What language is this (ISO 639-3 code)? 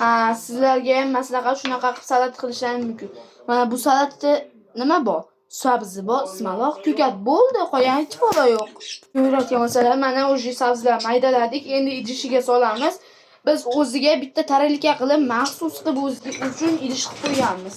uzb